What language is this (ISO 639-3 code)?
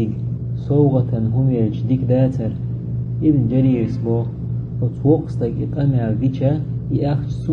che